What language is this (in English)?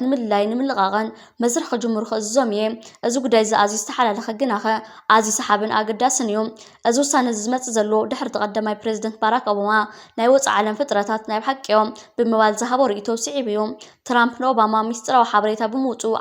Tigrinya